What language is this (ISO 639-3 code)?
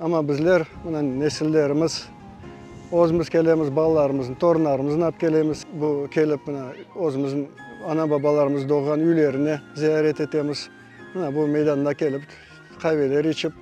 crh